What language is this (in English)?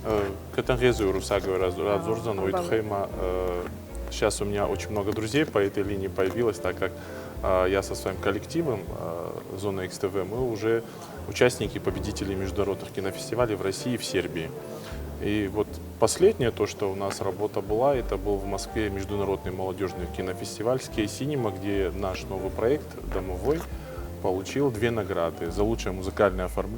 Ossetic